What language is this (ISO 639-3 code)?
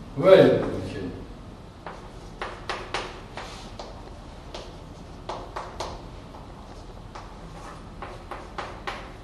rus